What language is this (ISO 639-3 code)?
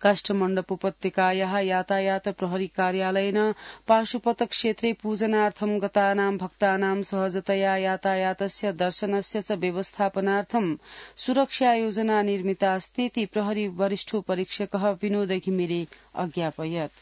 san